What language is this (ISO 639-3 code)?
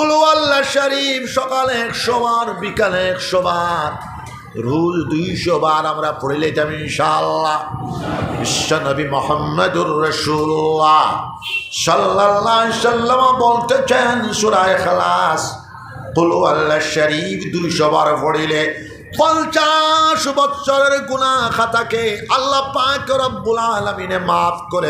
syl